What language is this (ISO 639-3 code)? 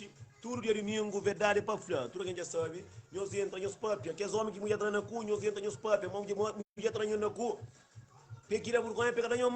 kea